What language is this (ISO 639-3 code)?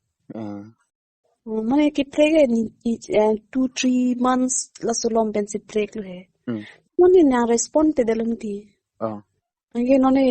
mjw